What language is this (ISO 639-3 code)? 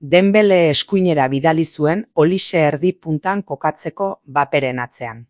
eus